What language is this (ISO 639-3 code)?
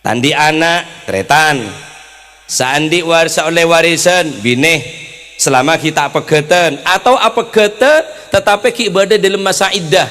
mad